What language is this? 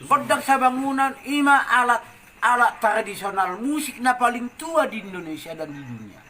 Batak Toba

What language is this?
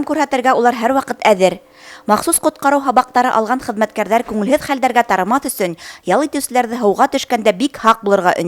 Bashkir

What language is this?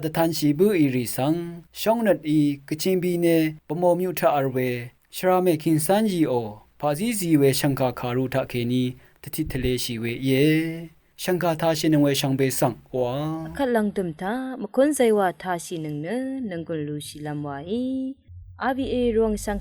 Rawang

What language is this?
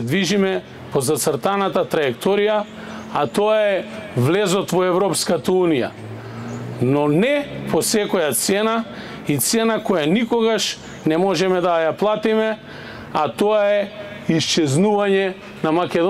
Macedonian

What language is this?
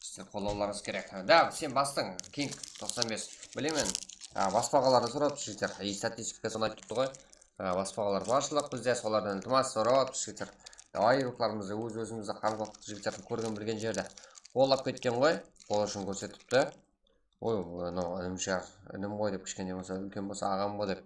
Kara-Kalpak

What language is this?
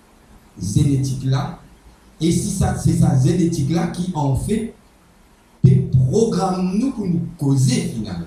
Morisyen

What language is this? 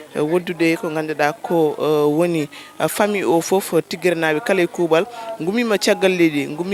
Fula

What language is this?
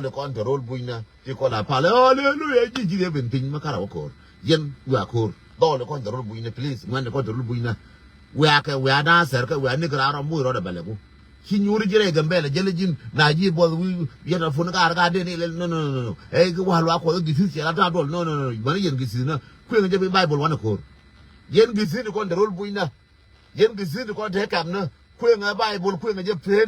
Nuer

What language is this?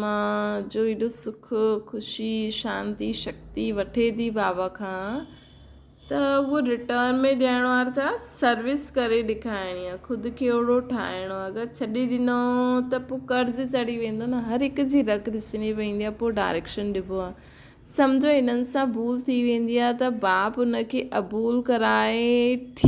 Sindhi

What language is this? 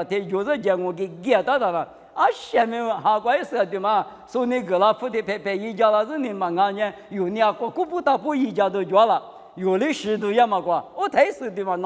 Lisu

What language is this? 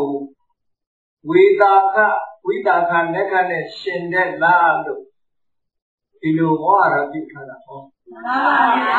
Burmese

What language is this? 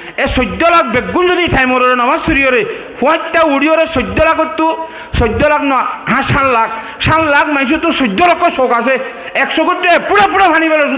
Rohingya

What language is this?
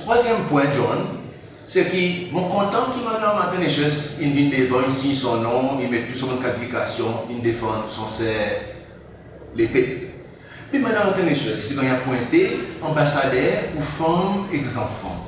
Seselwa Creole French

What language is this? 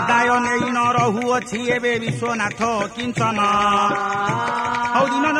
Odia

